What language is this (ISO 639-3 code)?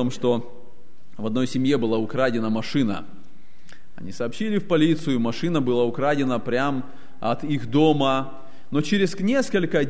rus